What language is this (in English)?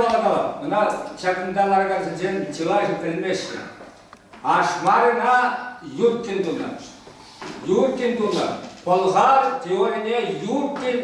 Chuvash